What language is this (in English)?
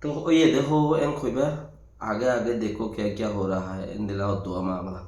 Rohingya